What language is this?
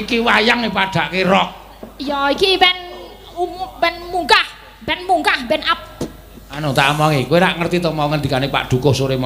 Javanese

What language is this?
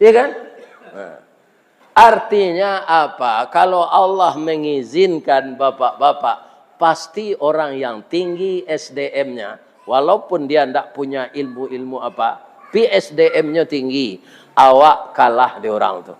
Minangkabau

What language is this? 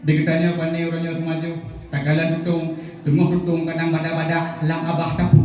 Achinese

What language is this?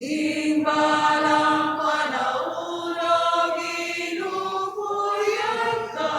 Pampanga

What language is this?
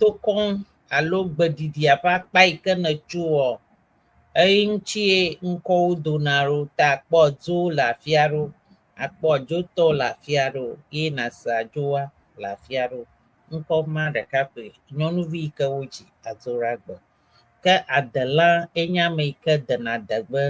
Ewe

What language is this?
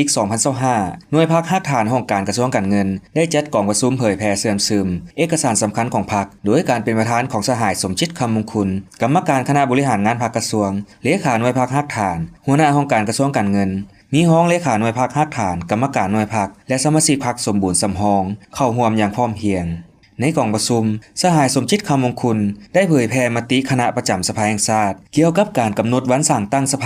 Lao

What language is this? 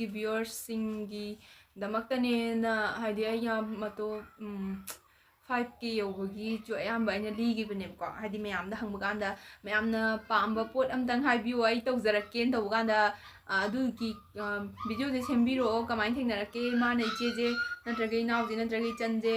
Manipuri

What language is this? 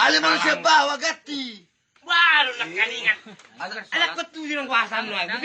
Batak Toba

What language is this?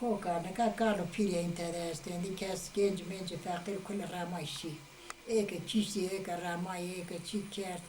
Zaza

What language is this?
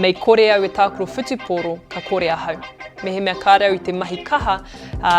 Māori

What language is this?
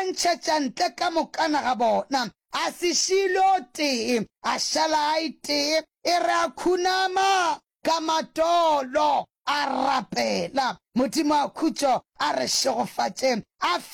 Northern Sotho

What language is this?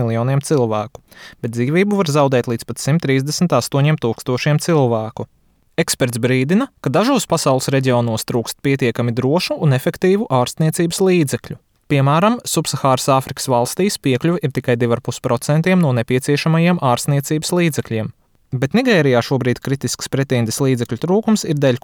Latvian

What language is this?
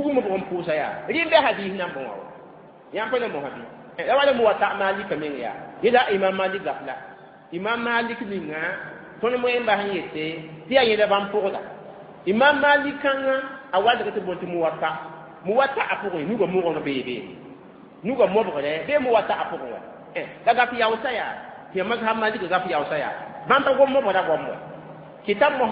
Mossi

